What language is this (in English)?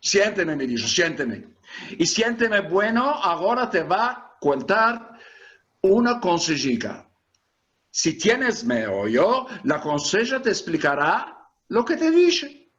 Ladino